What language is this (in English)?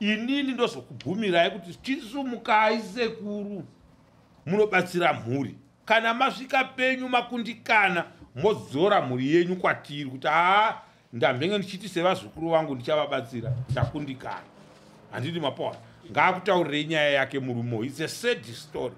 Shona